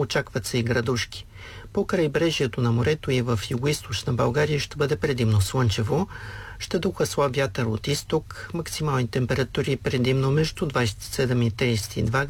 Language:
Bulgarian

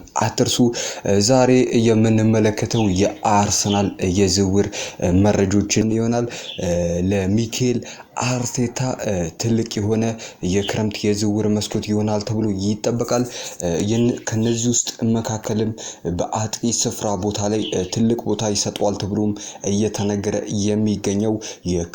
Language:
Amharic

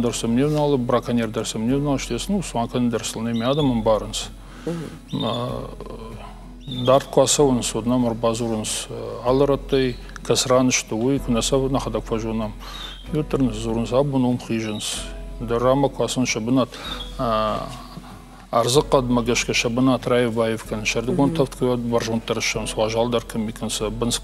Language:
Ossetic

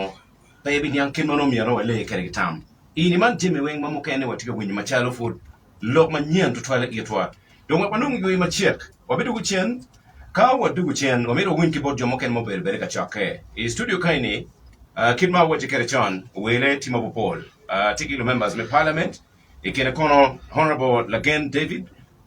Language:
Acoli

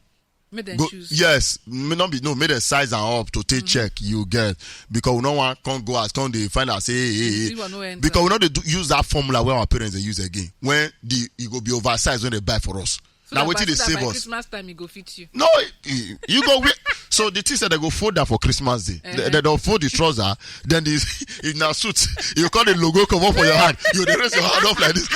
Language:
Nigerian Pidgin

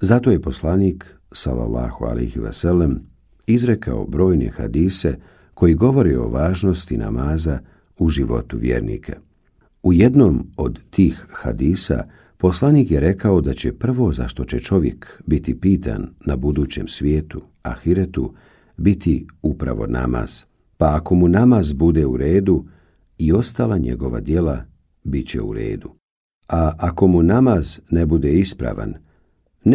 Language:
Bosnian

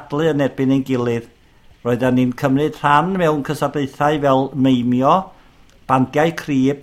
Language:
Welsh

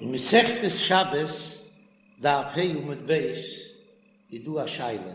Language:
Yiddish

